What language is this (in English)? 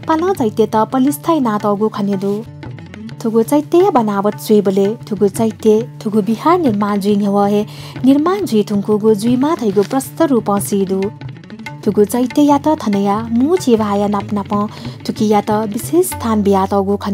Newari